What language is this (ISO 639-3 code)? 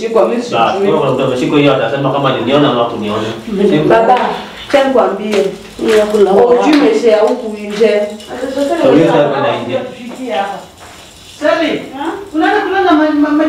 swa